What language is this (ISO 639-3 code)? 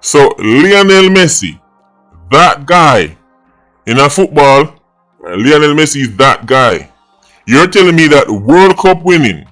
jam